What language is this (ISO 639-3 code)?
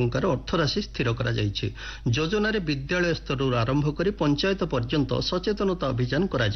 ori